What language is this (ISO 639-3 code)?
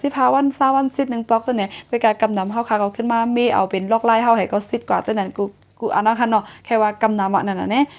shn